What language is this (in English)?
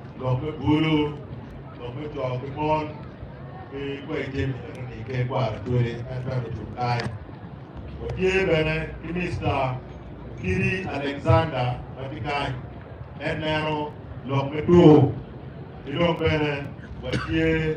Acoli